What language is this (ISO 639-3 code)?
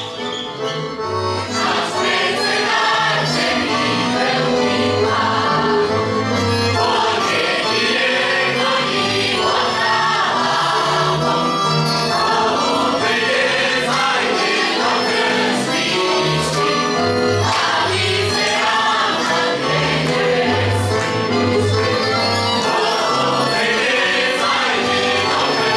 slk